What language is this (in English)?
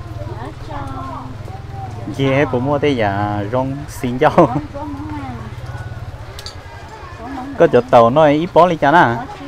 Vietnamese